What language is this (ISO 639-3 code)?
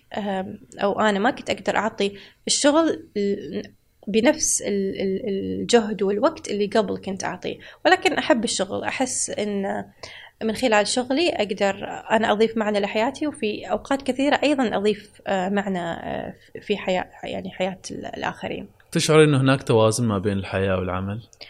afb